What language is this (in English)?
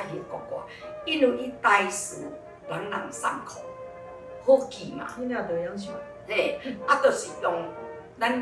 Min Nan Chinese